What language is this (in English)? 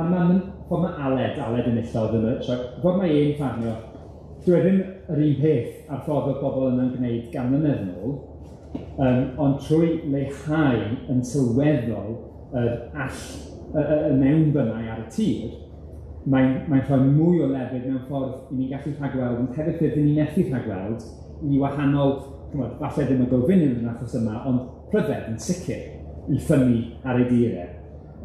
Welsh